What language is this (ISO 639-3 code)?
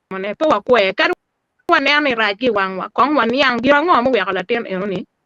ach